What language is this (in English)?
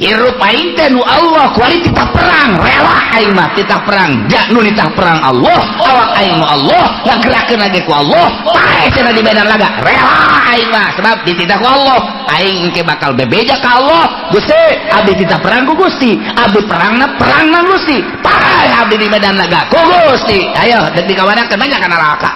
Sundanese